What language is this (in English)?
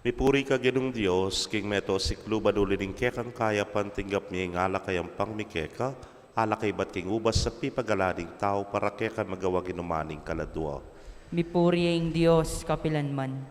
Pampanga